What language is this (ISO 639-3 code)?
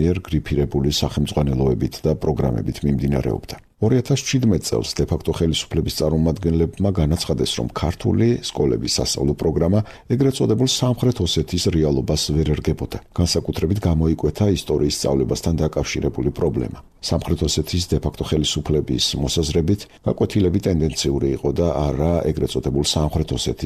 kat